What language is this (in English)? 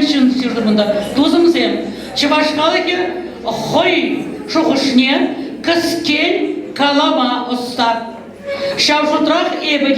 Chuvash